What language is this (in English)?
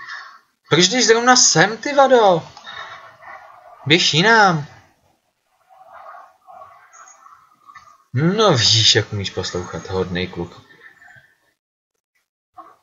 Czech